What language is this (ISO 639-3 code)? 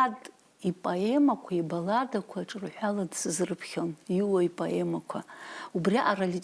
abk